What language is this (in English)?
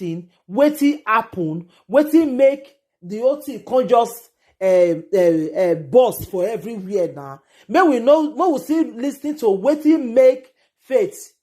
Nigerian Pidgin